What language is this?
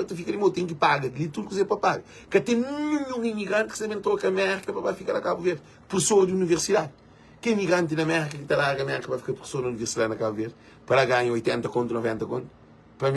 Kabuverdianu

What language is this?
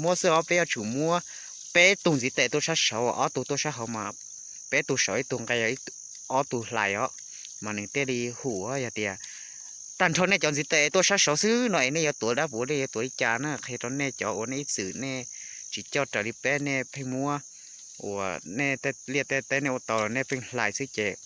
Hmong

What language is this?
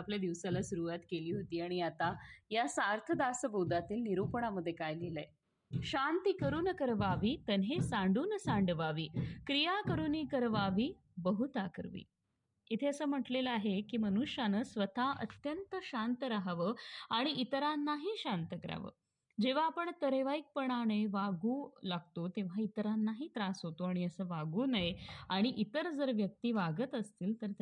Marathi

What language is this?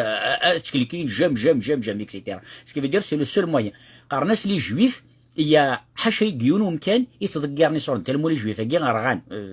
Kabyle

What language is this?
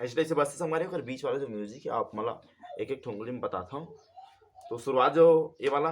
Chhattisgarhi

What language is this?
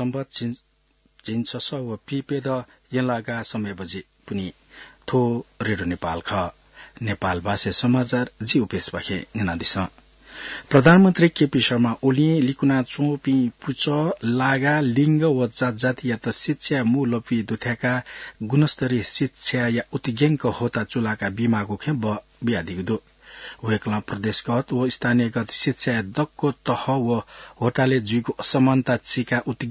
Newari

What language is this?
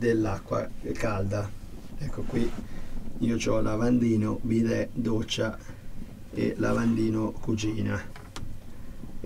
Italian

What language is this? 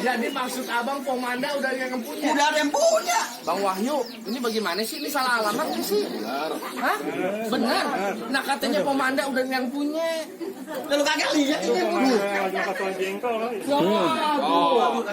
Betawi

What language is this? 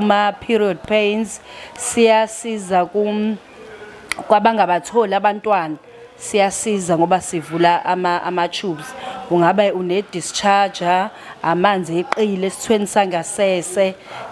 Zulu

